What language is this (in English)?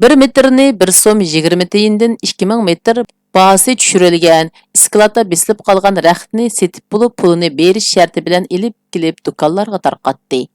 Uyghur